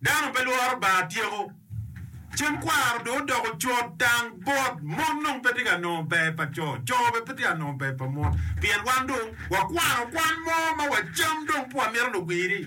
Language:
Acoli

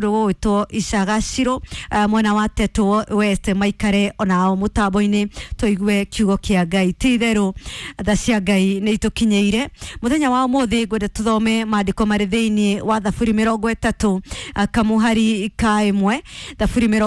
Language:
Kikuyu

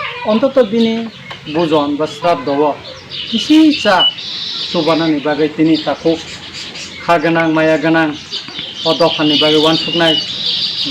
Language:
Kok Borok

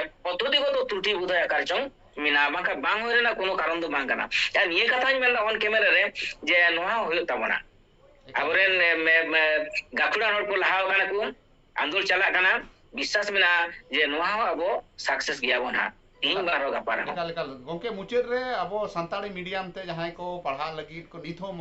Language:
Santali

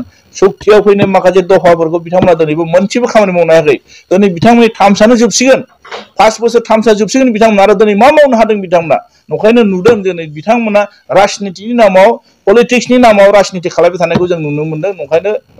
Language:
Bodo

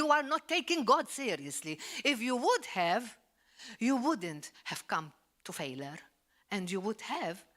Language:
English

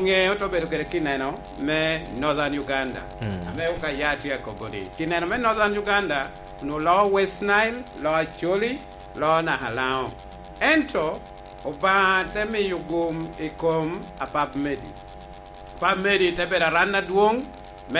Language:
Lango (Uganda)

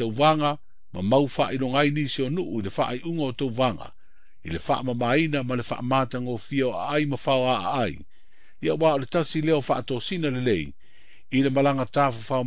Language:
Samoan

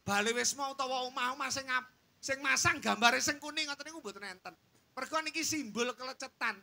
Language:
Javanese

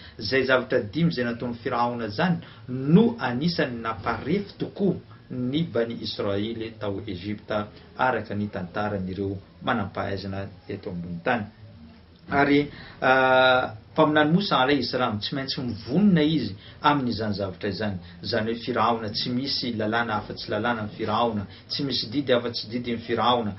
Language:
Malagasy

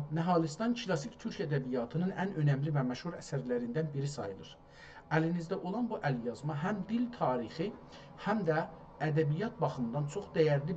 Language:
South Azerbaijani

